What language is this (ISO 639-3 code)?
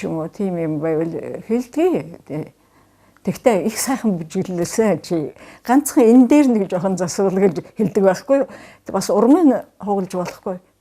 mon